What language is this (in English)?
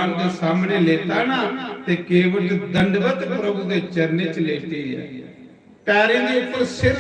Dogri